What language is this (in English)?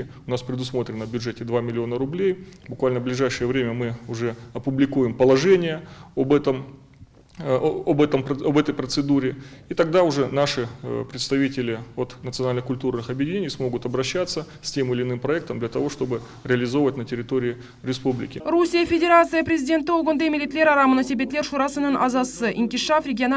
Crimean Tatar